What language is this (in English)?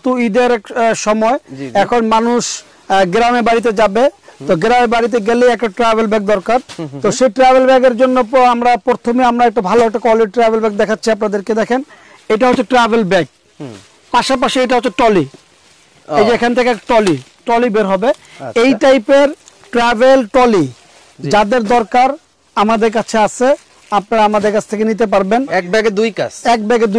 Bangla